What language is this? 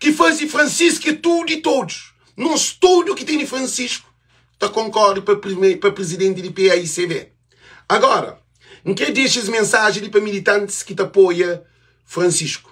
Kabuverdianu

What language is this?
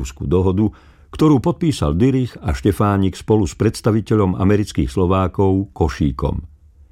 Slovak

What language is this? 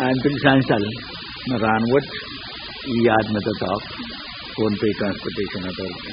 Pohnpeian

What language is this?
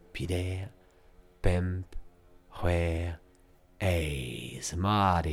Breton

